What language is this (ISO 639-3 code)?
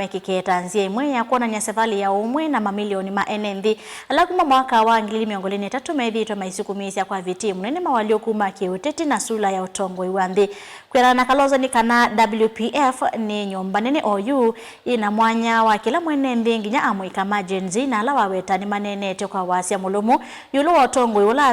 kam